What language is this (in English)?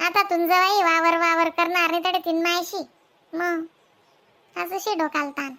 Khandesi